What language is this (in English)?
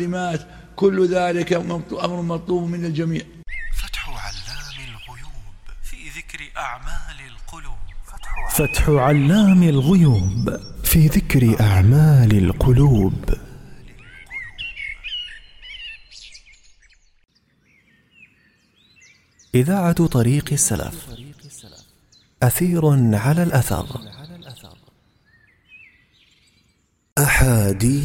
Arabic